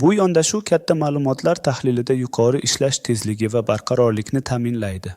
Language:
Uzbek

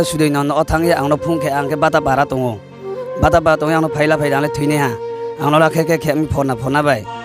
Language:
Riang (India)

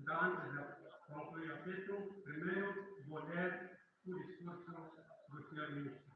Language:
Tetum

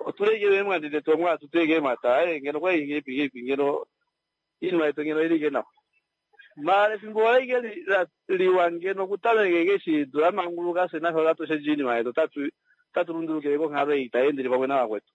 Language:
Kuanyama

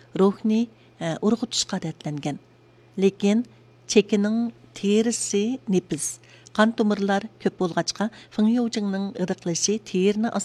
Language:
Uyghur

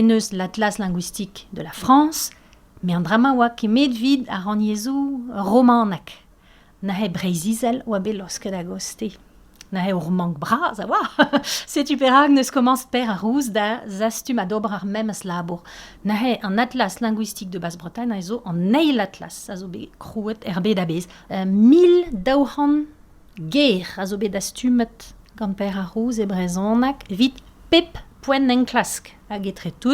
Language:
Breton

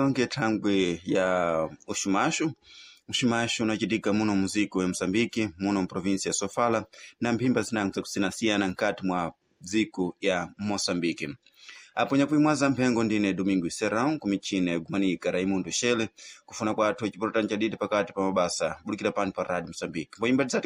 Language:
Sena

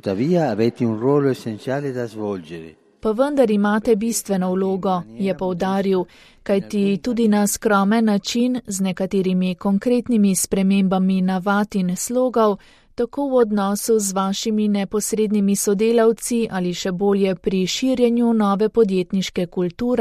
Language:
Slovenian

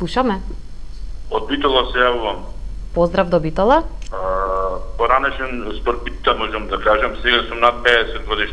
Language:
Macedonian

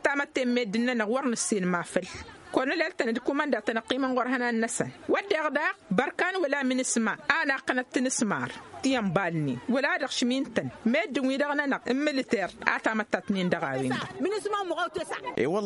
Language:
Tamasheq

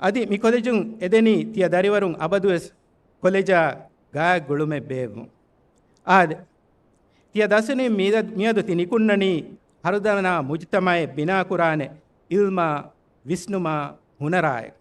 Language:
Divehi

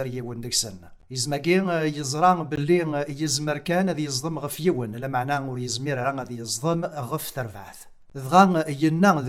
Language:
Kabyle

